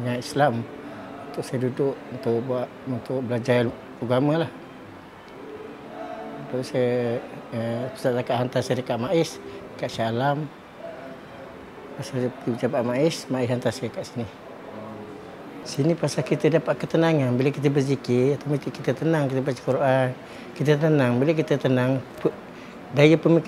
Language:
Malay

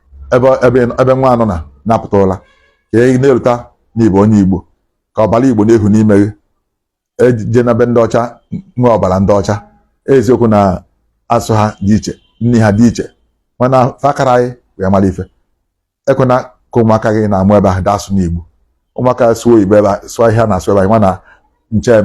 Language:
Igbo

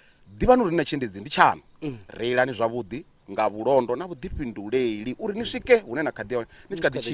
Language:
Venda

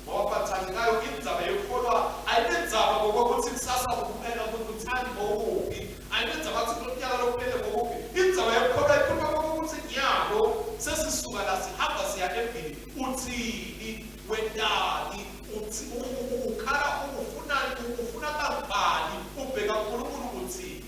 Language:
Swati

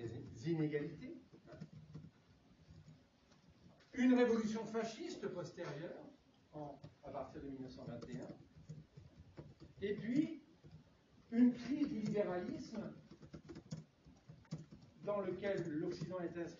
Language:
French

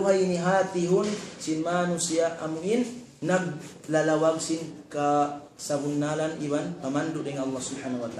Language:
Tausug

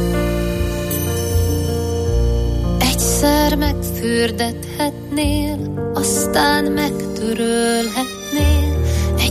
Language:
Hungarian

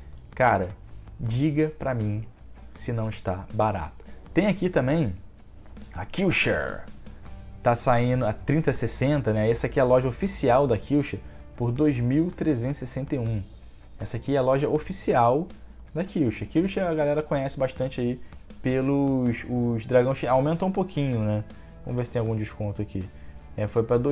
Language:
Portuguese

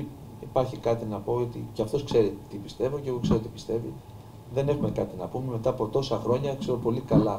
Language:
Greek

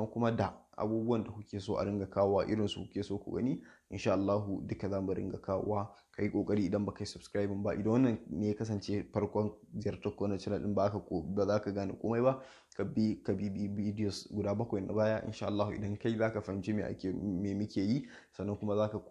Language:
Hausa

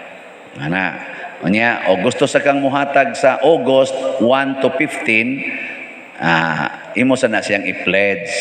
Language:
Cebuano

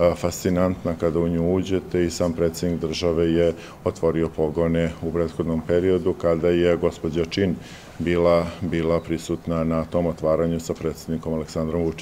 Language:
Serbian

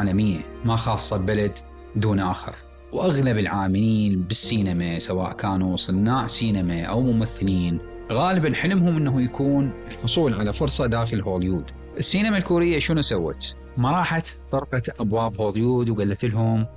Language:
Mesopotamian Arabic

